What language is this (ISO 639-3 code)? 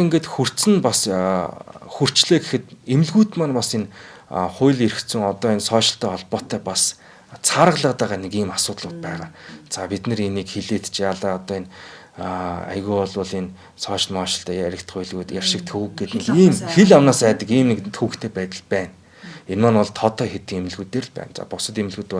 mon